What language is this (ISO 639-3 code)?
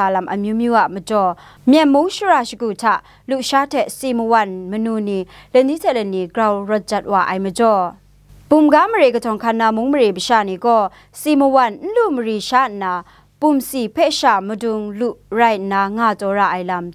kac